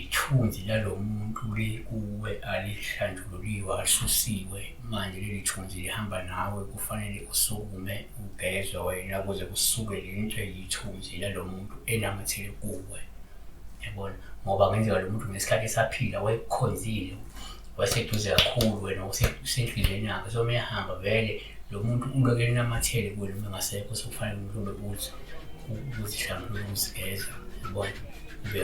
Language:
Zulu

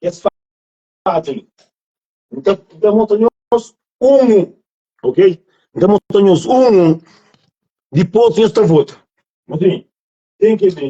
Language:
Kabuverdianu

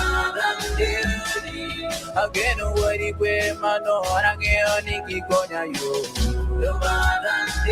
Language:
Acoli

